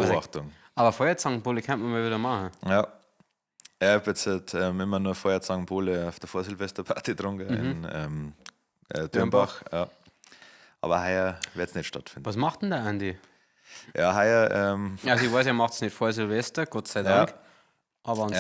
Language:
Bavarian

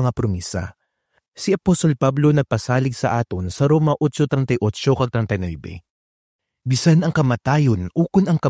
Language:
Hiligaynon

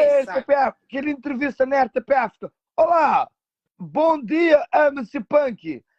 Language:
Kabuverdianu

